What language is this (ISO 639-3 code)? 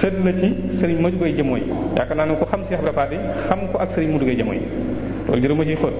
wol